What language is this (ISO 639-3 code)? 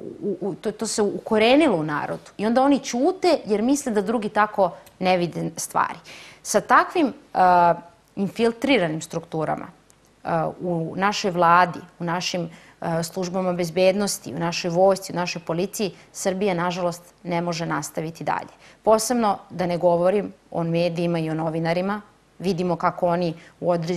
srp